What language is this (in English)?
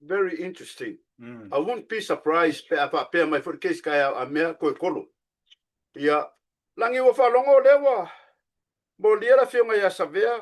Samoan